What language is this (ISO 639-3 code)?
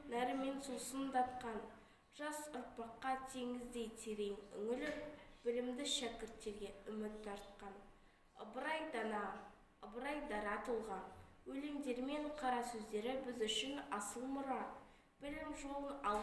kaz